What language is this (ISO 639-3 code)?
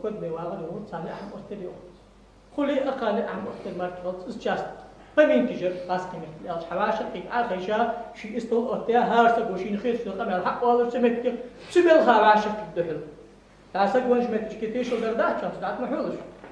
inh